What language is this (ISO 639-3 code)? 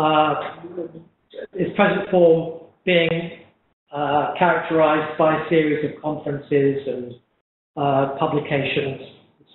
eng